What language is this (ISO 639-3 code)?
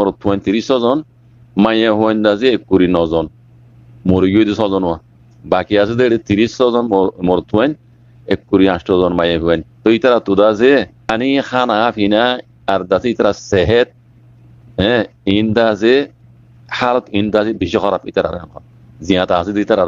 rhg